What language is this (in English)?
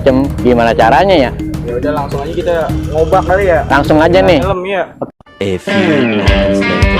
Betawi